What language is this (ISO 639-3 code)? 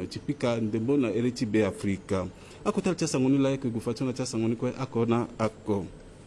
sag